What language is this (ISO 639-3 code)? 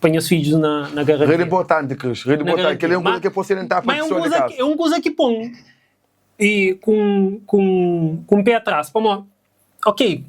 kea